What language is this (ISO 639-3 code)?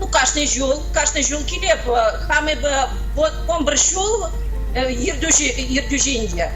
chv